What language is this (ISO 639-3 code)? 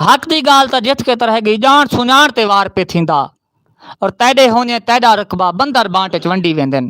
skr